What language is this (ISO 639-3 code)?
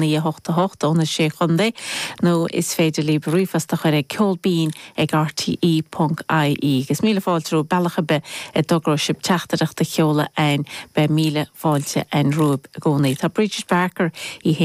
gle